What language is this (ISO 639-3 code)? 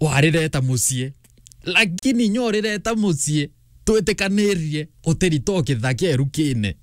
mer